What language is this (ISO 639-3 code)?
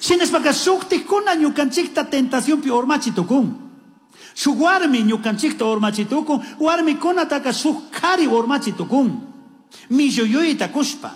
qug